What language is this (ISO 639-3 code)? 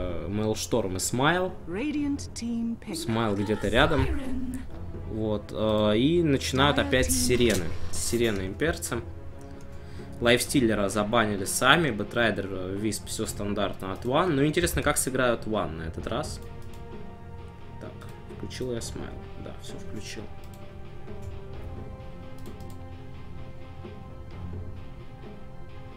rus